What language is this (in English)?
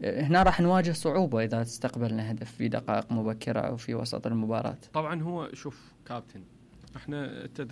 Mesopotamian Arabic